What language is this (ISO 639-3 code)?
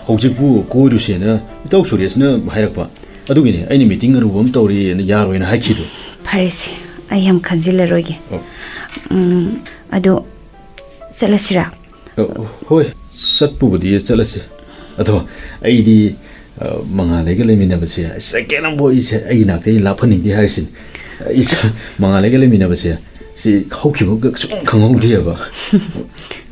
mni